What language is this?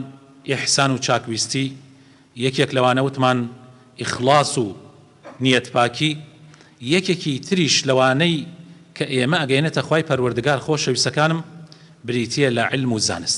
Central Kurdish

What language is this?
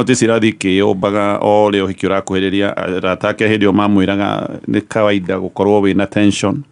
Kikuyu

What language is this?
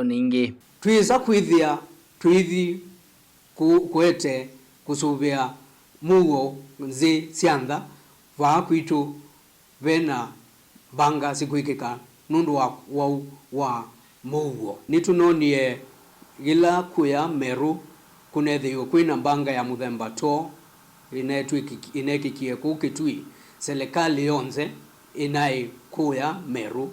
Kamba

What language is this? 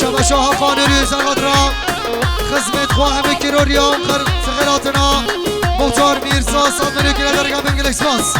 Kurdish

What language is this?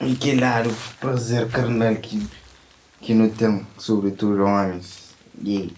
Kabuverdianu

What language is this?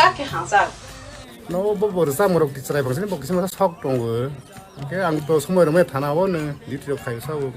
Kok Borok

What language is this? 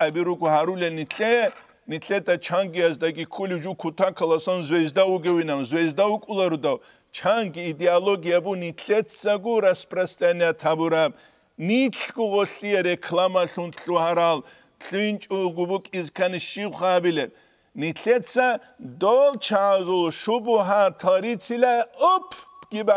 Avaric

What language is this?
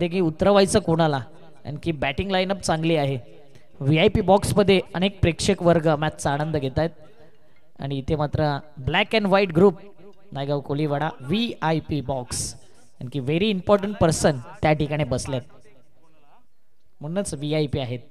Marathi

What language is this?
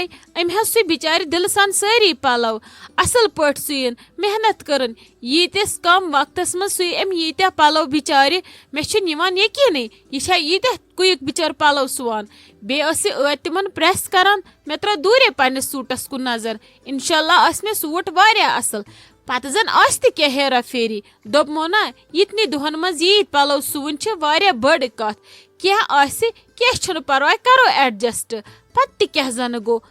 Kashmiri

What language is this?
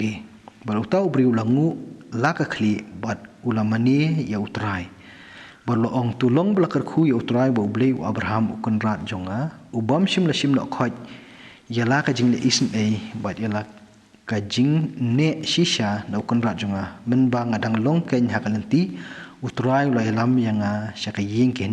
Khasi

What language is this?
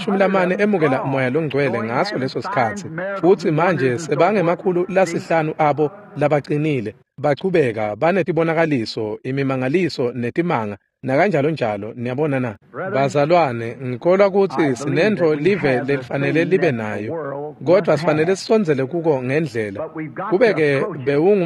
Swati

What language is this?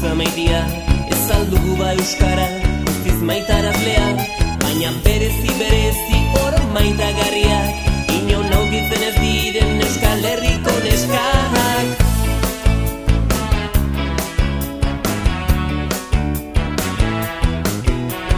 Basque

